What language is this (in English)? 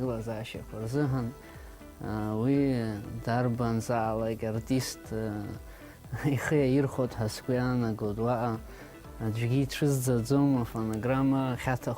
Abkhazian